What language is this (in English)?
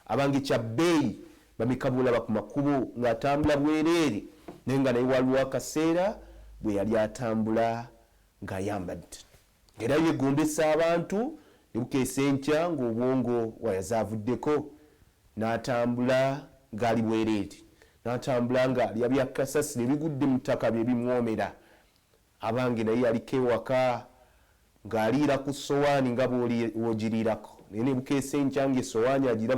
Ganda